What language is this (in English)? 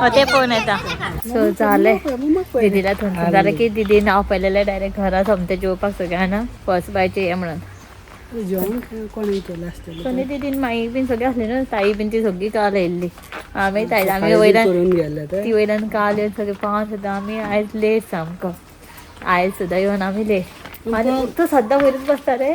Konkani